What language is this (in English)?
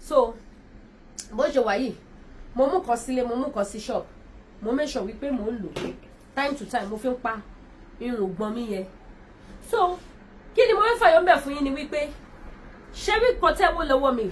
Yoruba